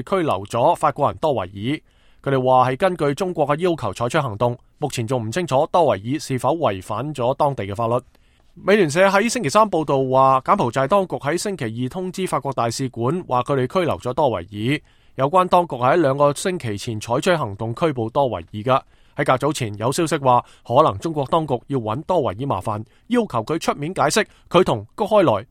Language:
Cantonese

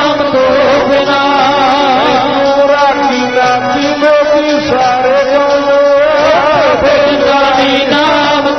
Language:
Punjabi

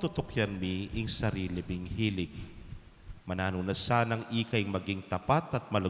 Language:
Pampanga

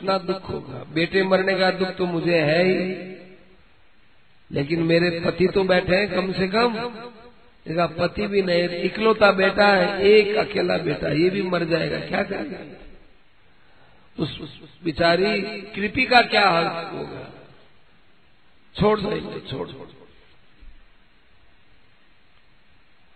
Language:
Hindi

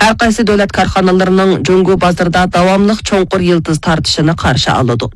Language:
Uyghur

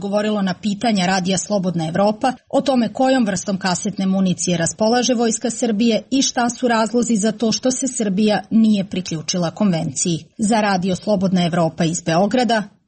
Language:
Serbian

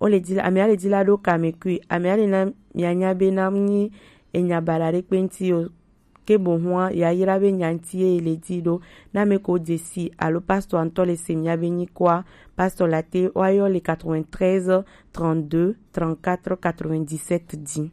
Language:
Gen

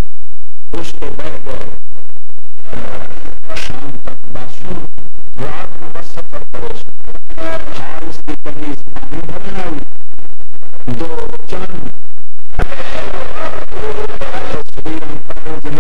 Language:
Urdu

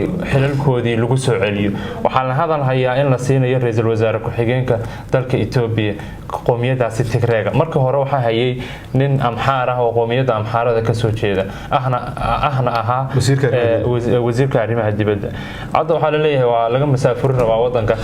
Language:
Somali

